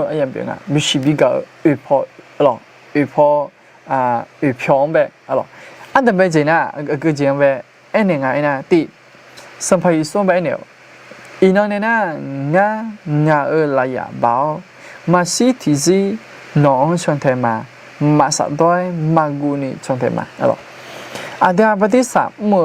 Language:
Akha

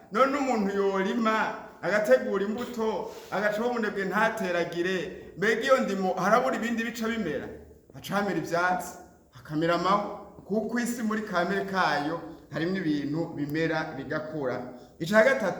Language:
Rundi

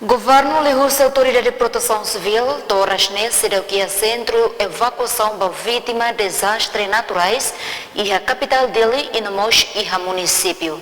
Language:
Tetum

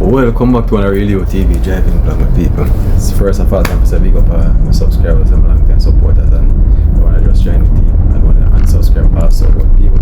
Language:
Jamaican Creole English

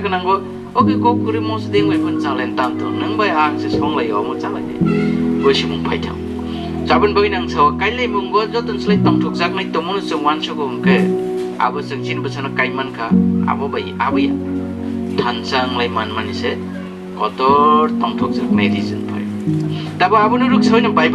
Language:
Riang (India)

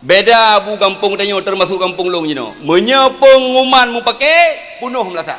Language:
Achinese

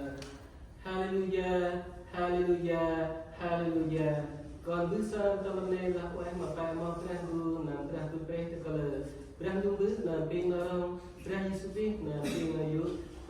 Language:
Central Mnong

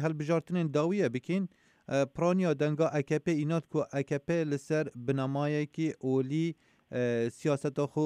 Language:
Kurdish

